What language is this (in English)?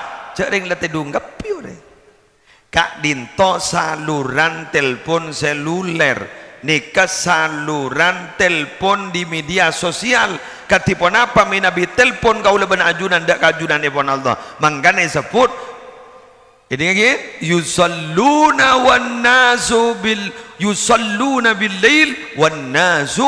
Madurese